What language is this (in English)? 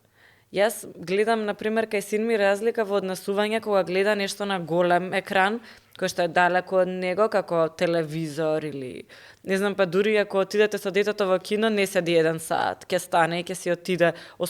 Macedonian